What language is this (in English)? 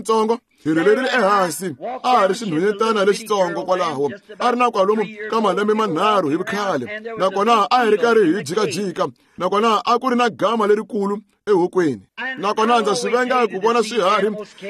Tsonga